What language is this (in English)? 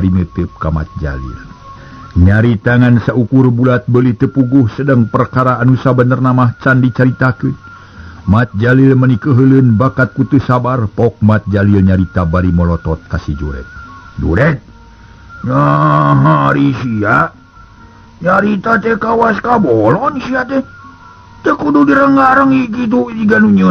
Sundanese